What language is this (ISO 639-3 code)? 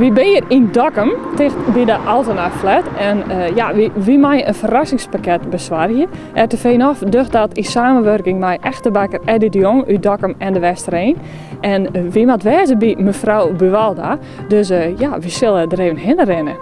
fry